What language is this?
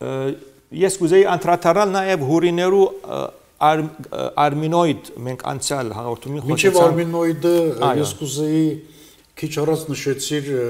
Armenian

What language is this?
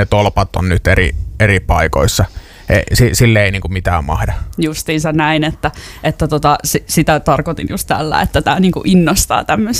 Finnish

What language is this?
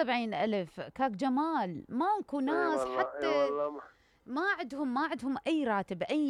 Mesopotamian Arabic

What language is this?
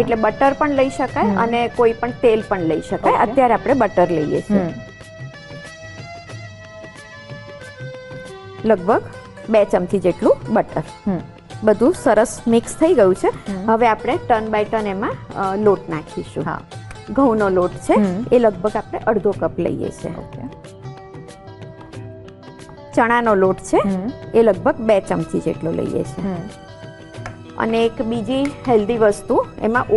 Gujarati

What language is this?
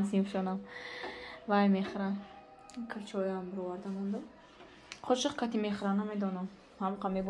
Tajik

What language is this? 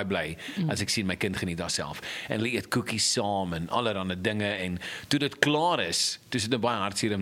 Afrikaans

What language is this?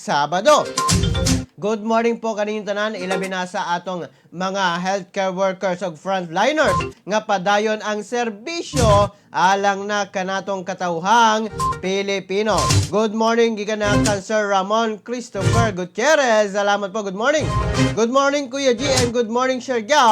Cebuano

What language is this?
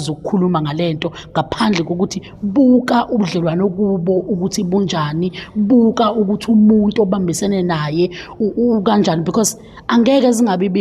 Zulu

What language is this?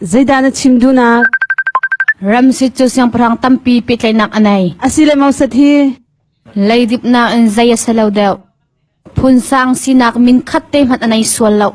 Hakha Chin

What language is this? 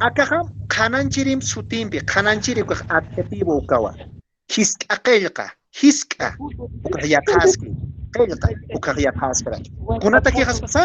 Aymara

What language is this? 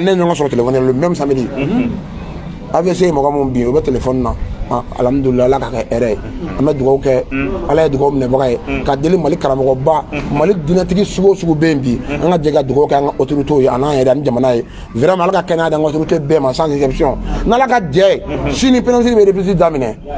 Bambara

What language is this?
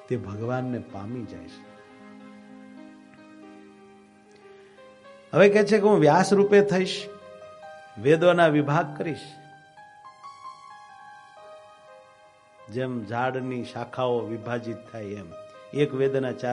Gujarati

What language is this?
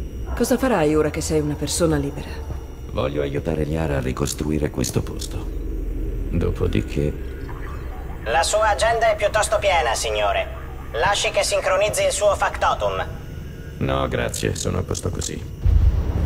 Italian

